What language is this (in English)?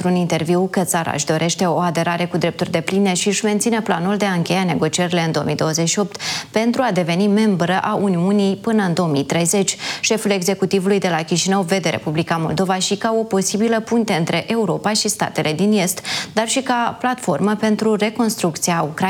Romanian